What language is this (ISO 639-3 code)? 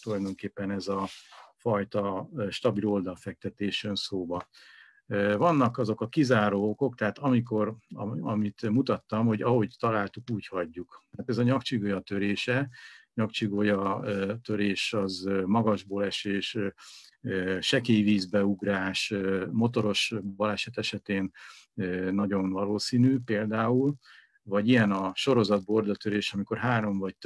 hun